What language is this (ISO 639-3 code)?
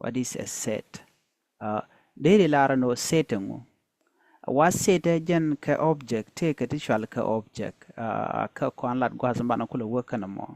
nus